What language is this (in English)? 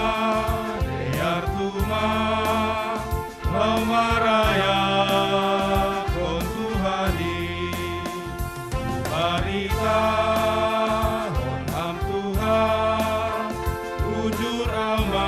Batak Simalungun